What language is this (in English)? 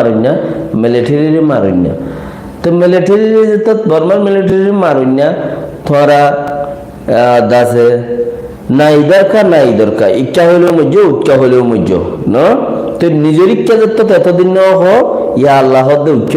Rohingya